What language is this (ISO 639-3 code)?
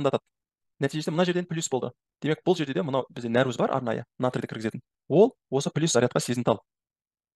kaz